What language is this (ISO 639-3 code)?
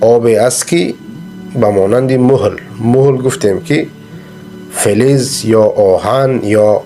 fas